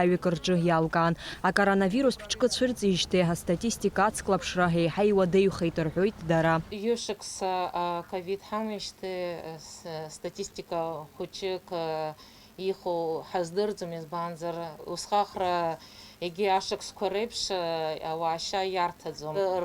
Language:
Abkhazian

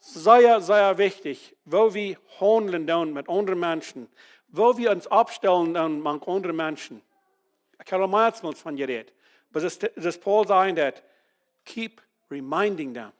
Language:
Plautdietsch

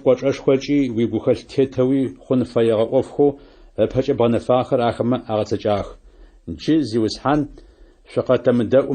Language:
Adyghe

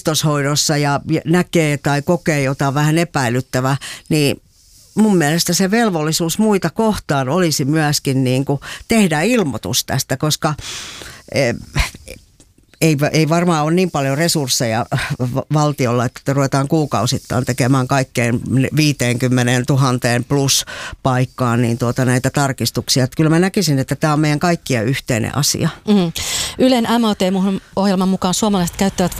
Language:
Finnish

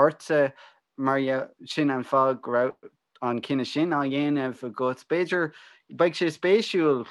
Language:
Irish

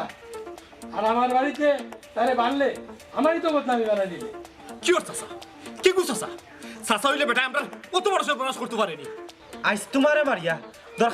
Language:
Sylheti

